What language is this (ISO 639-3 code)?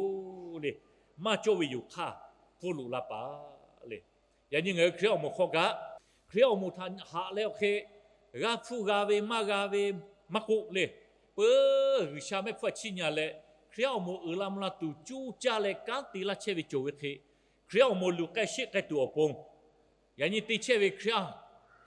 lhu